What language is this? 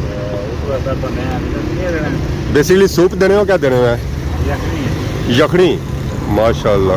Pahari-Potwari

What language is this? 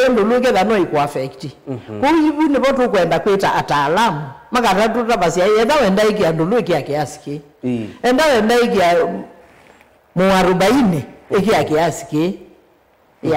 Kamba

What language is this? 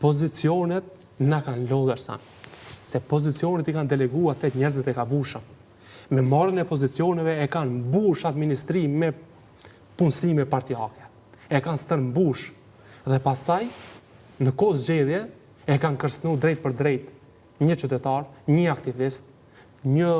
Albanian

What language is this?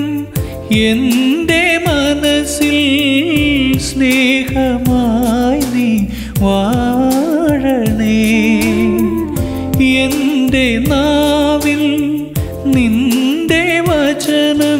Malayalam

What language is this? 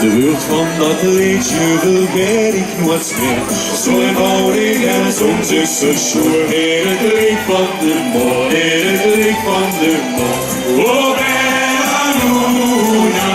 Limburgish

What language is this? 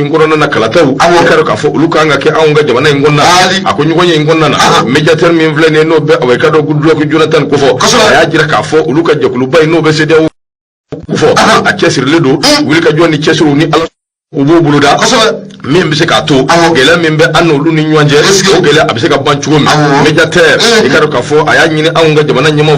Bambara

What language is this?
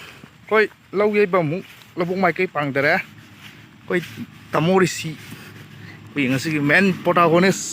Manipuri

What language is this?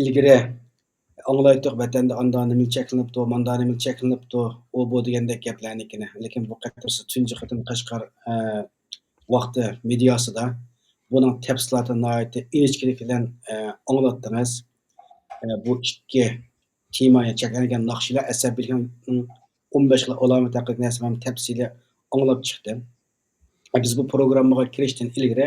Uyghur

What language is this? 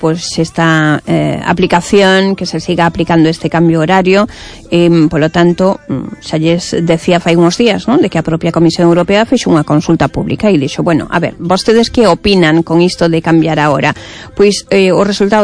Galician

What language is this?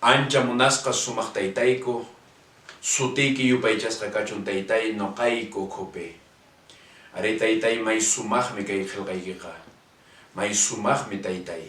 Quechua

